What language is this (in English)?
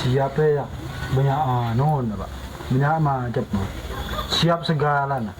Madurese